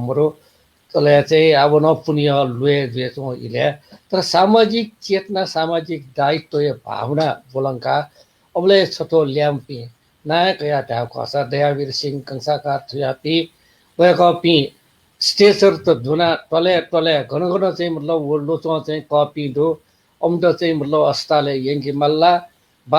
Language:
Newari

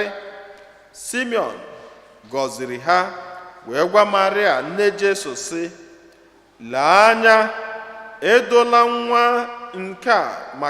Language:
Igbo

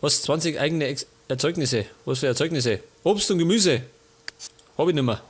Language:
Bavarian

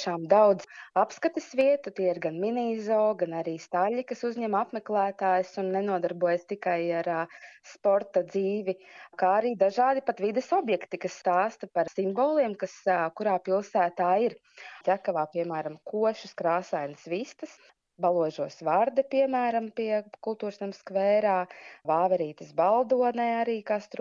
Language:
Latvian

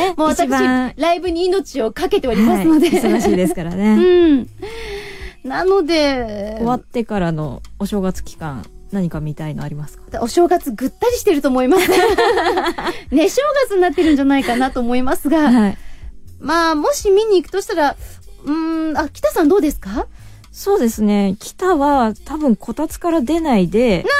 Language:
Japanese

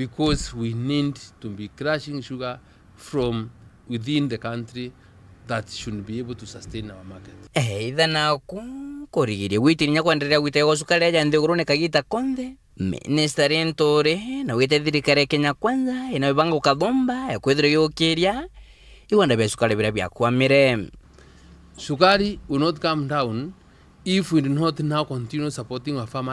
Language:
Meru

